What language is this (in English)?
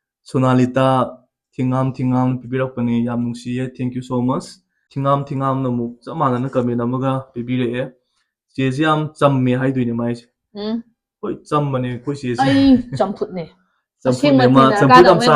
Manipuri